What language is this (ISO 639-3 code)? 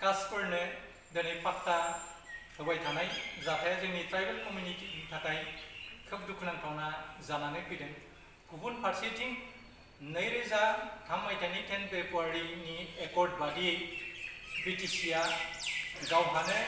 brx